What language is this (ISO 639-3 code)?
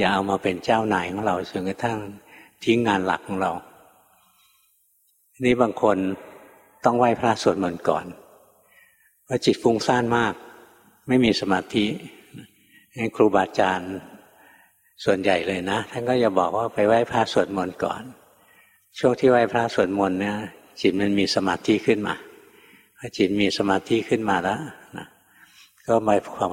tha